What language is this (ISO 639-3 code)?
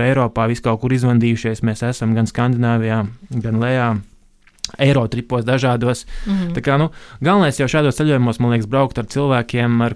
lav